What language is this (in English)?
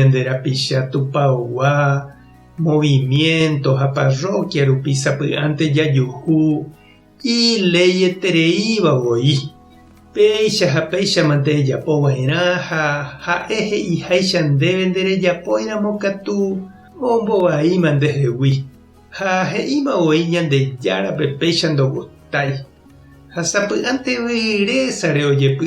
Guarani